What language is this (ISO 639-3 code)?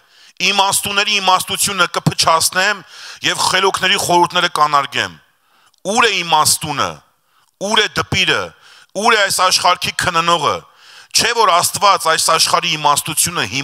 hye